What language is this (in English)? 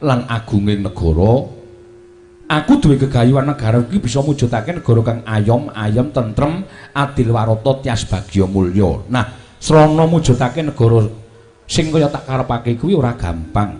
Javanese